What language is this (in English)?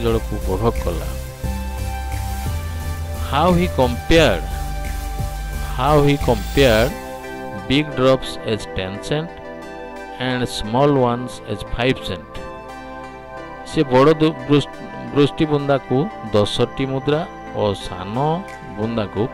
Odia